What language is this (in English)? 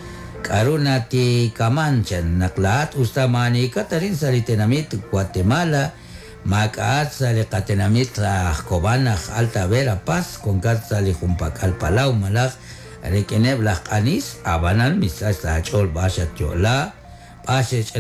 Kekchí